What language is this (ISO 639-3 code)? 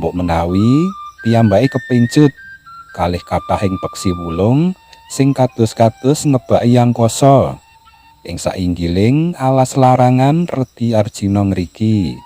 jav